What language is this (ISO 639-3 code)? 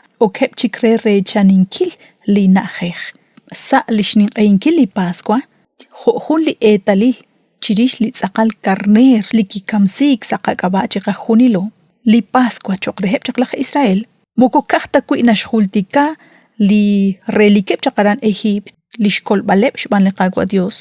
kek